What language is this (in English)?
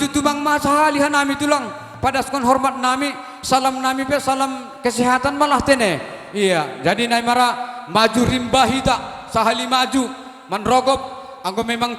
Batak Simalungun